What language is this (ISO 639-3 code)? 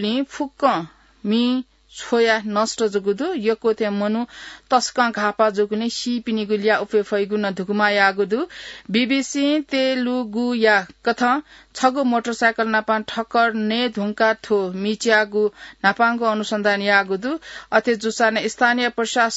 new